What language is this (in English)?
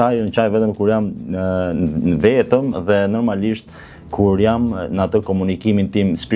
Albanian